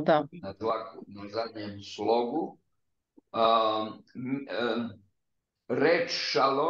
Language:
Serbian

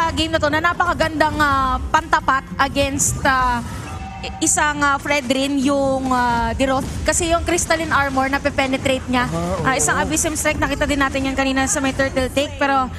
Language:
Filipino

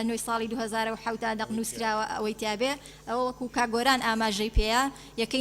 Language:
Central Kurdish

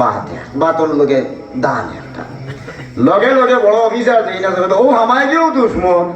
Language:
Sylheti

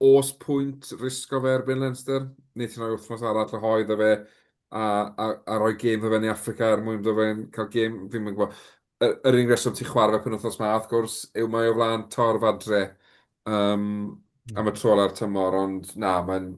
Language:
Welsh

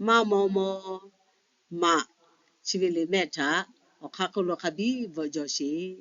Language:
Lahu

